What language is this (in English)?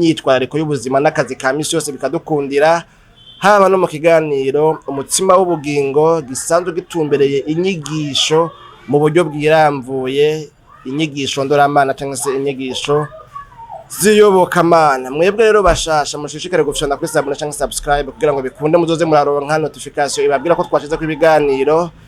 Rundi